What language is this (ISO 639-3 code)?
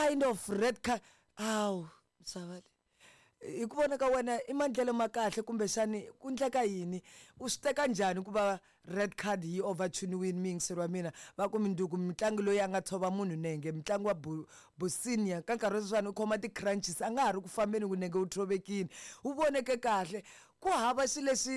tso